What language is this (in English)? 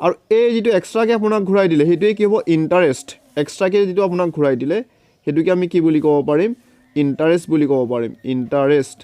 Assamese